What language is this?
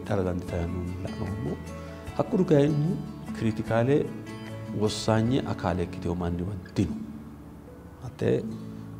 Sidamo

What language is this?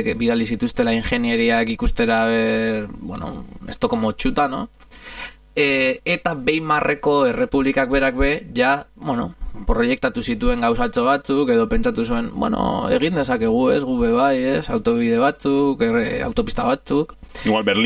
Basque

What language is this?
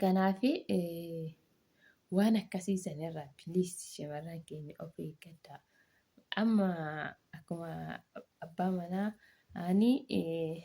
Oromo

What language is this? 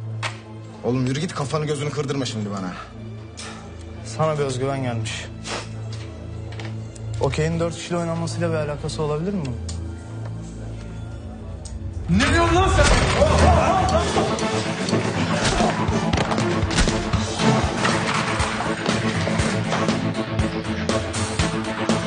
Turkish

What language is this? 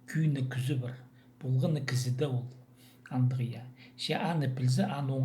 Khakas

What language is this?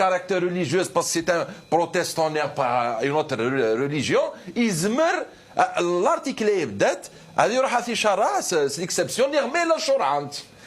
Kabyle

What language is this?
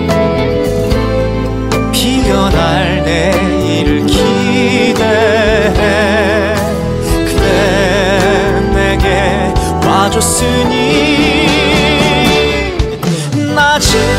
Korean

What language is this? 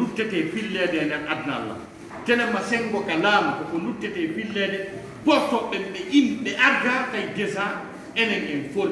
Fula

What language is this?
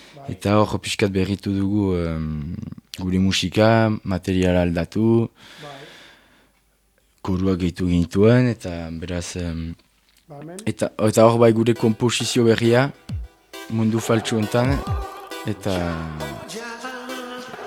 Basque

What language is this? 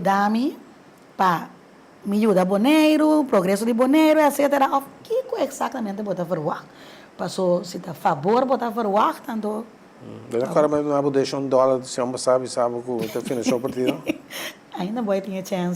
Papiamento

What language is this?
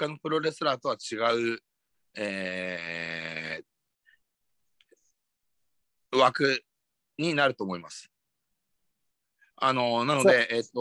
Japanese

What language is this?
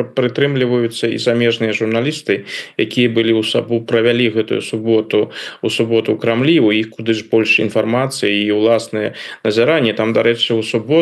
Belarusian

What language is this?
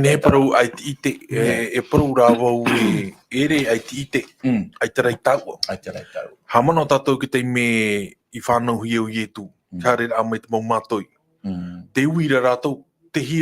Tahitian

